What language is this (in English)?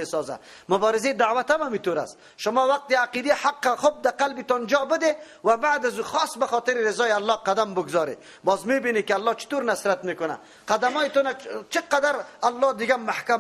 Persian